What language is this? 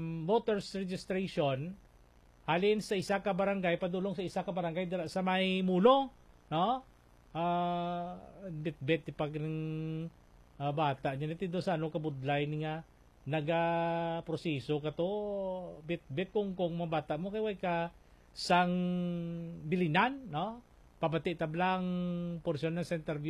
Hiligaynon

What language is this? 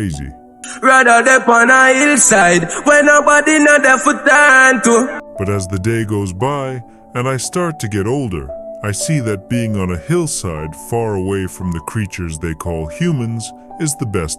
Jamaican Creole English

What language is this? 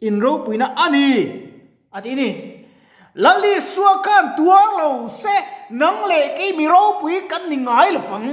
Mizo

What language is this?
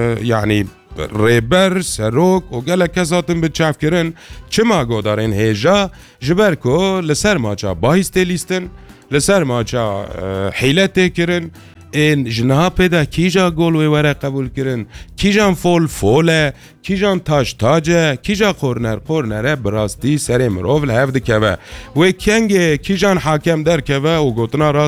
Kurdish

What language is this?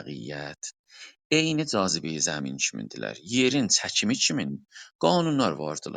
South Azerbaijani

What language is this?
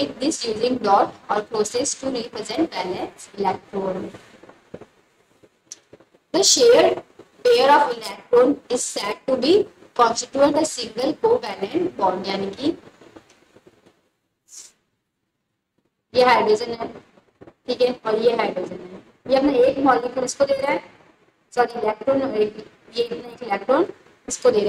Hindi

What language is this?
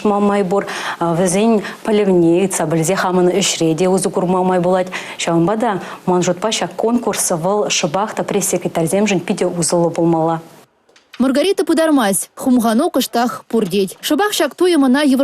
Chuvash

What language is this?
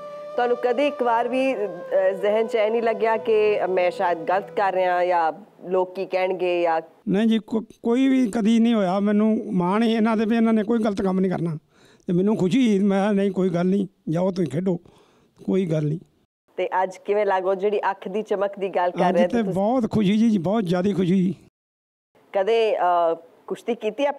Punjabi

